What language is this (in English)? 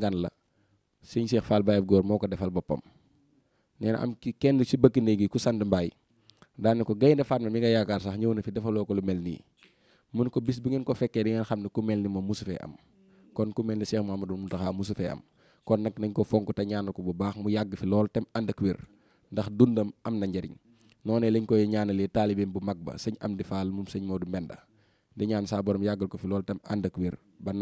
Wolof